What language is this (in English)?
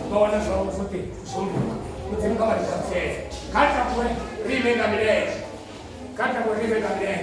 Venda